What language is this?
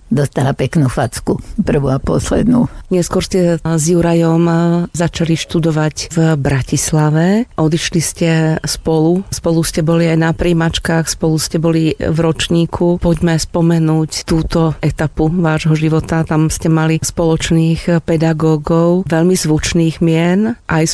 Slovak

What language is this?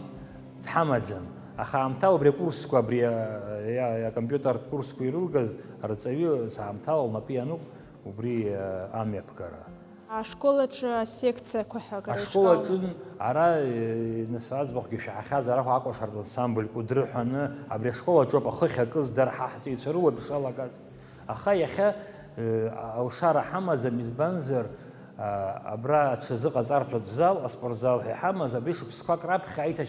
Abkhazian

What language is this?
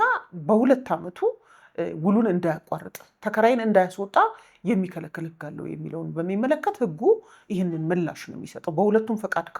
Amharic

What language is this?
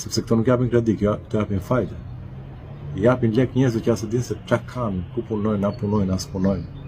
Albanian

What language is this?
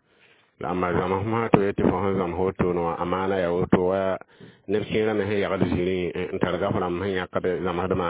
Mossi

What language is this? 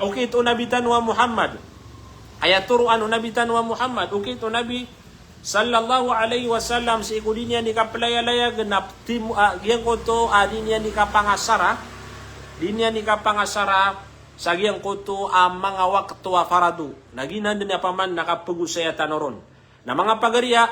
Maranao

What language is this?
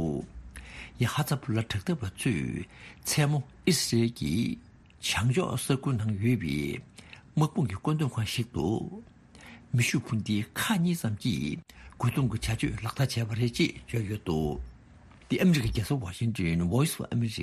Tibetan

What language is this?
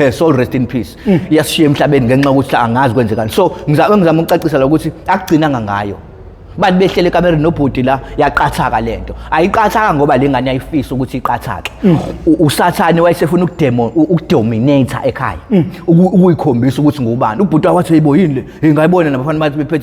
Zulu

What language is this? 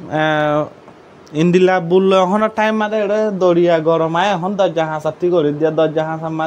Rohingya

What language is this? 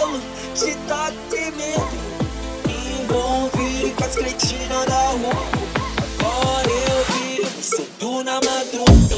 Portuguese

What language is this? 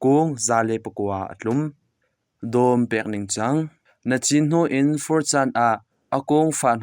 Hakha Chin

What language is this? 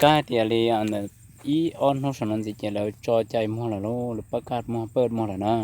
Hmong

